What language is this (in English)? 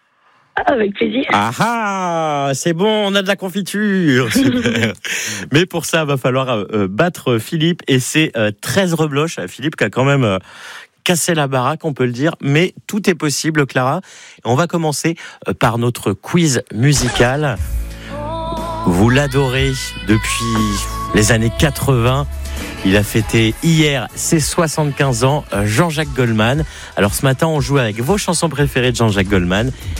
French